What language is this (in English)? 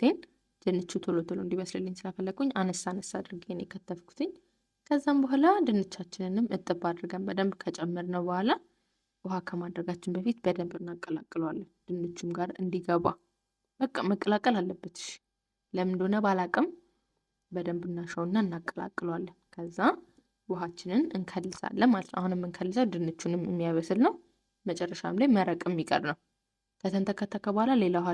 Amharic